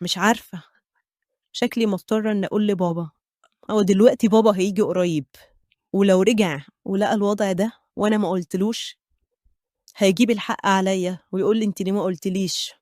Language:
Egyptian Arabic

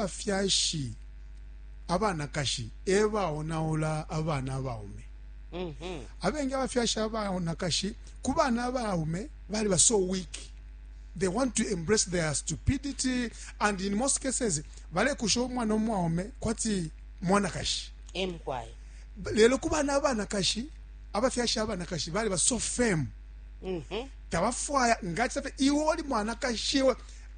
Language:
Bemba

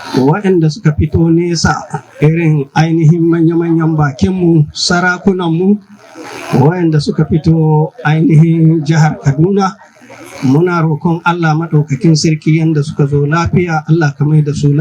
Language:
Hausa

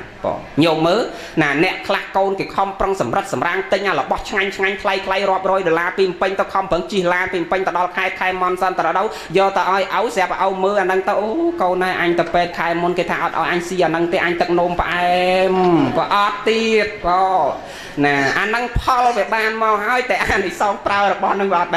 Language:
Khmer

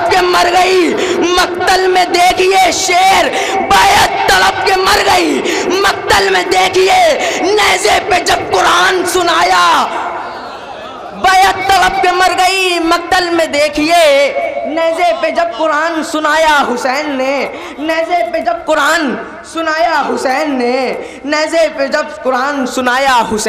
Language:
Urdu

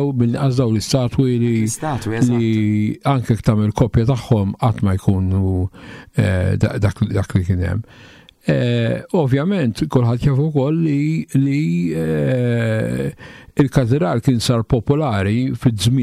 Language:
Maltese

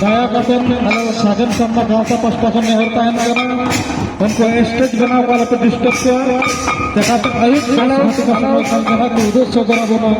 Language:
Santali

